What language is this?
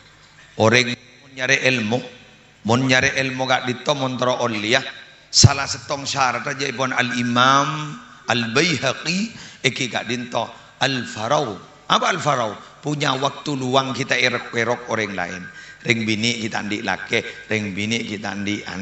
Madurese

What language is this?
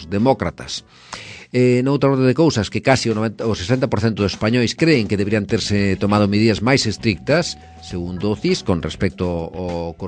Galician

